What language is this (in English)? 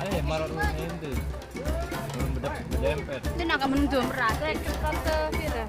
Sasak